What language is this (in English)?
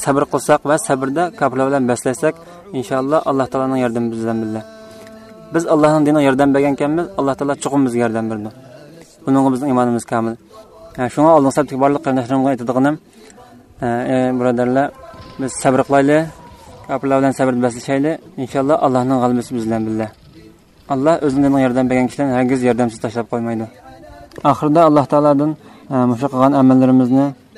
Uyghur